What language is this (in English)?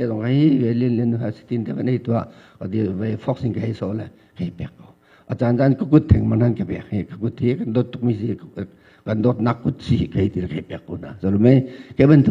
Hakha Chin